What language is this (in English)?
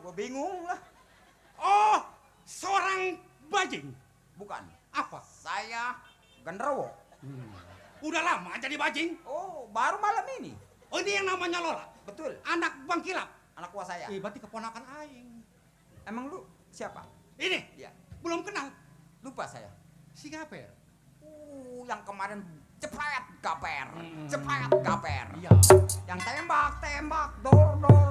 Betawi